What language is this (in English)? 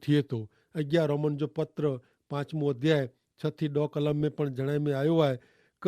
Kachhi